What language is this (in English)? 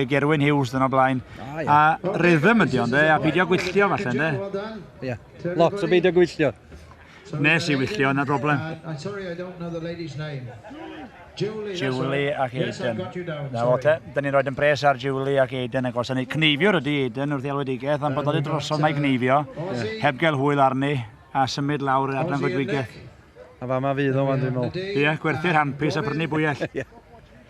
Welsh